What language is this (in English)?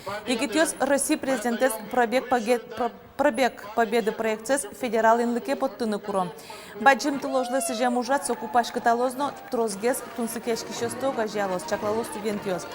Udmurt